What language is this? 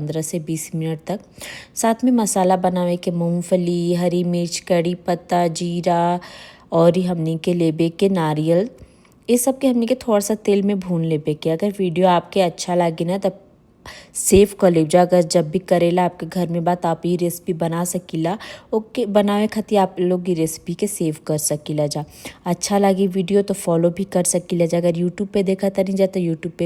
Bhojpuri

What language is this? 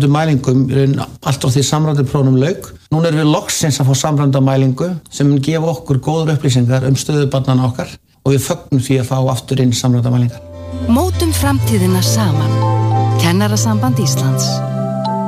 Icelandic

